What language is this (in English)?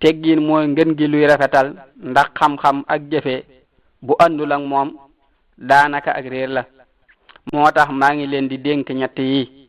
Wolof